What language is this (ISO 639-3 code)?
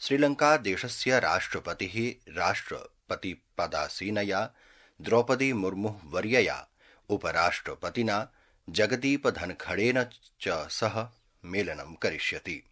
san